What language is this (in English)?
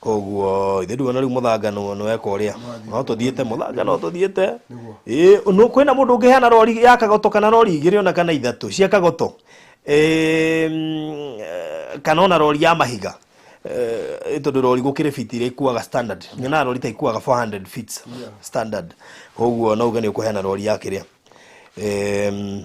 Kikuyu